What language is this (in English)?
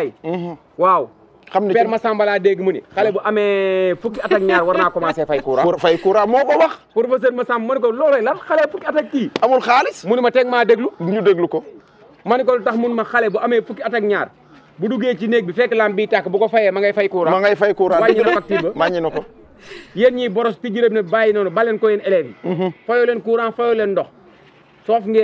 Wolof